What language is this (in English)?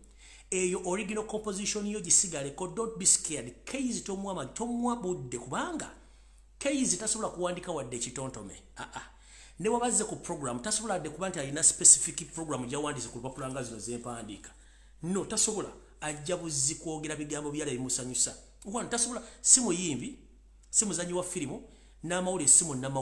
Ganda